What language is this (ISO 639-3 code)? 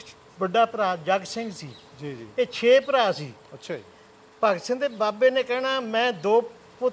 pan